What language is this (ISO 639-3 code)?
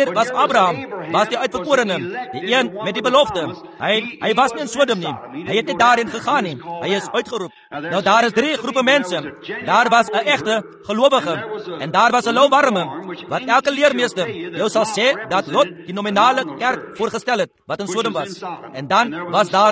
afr